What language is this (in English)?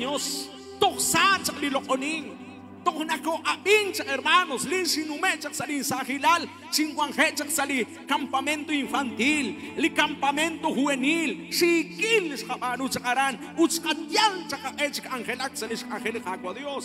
Kekchí